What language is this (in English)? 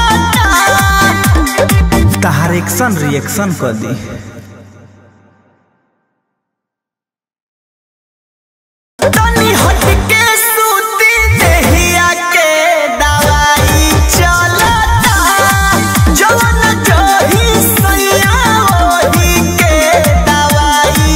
Bhojpuri